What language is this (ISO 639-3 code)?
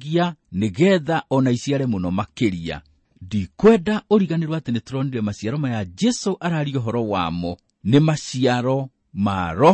kik